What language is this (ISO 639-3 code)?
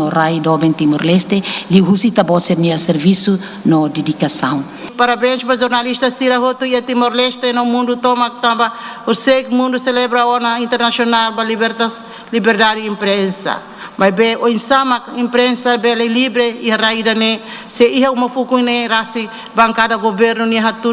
tet